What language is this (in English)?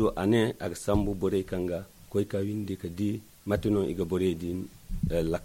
Zarma